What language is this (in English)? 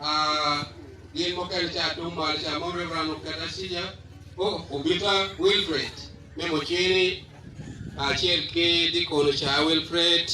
Acoli